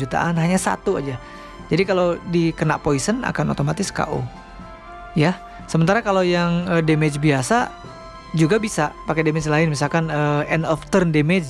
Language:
Indonesian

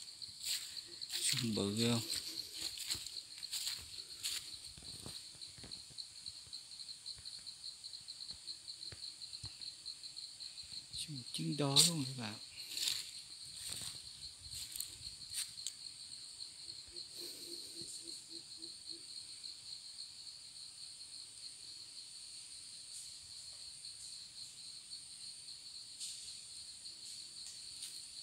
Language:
Vietnamese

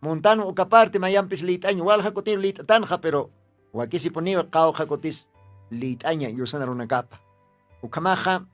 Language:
Aymara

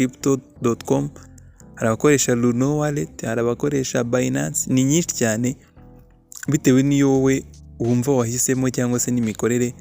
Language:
Kinyarwanda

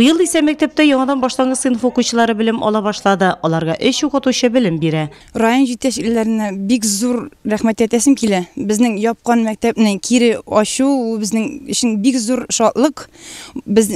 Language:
Tatar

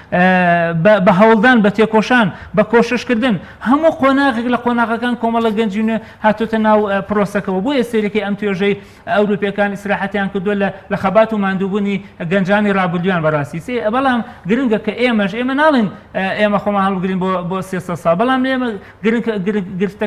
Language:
Central Kurdish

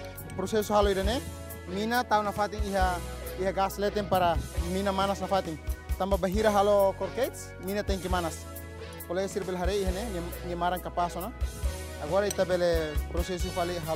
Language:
Tetum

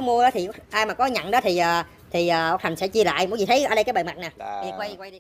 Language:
Vietnamese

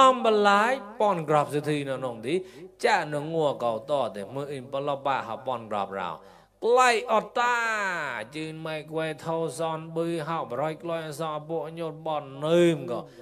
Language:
Mon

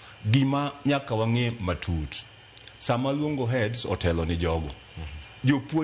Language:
Luo (Kenya and Tanzania)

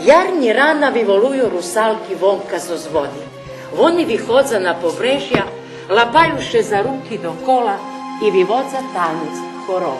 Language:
Rusyn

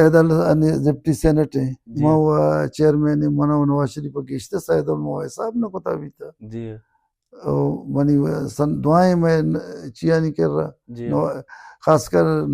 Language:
Baluchi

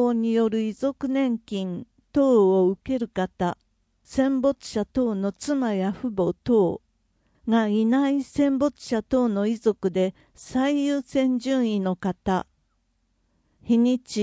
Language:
Japanese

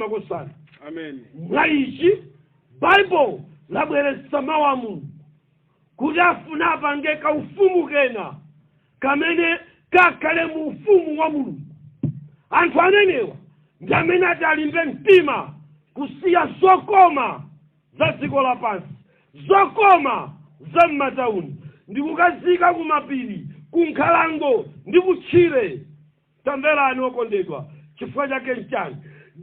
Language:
Nyanja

